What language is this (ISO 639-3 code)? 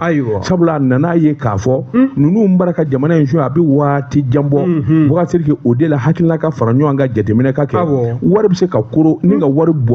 bam